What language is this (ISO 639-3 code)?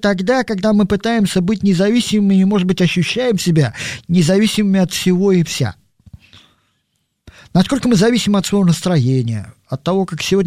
rus